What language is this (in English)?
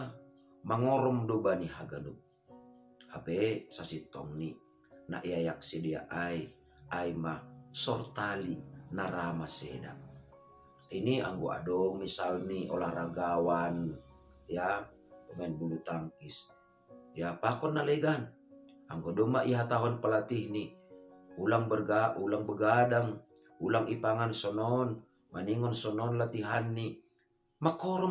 Batak Simalungun